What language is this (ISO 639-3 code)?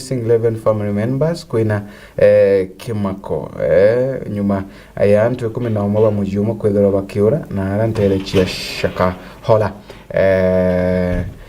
mer